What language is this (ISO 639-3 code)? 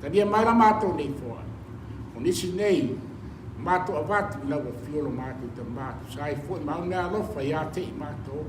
smo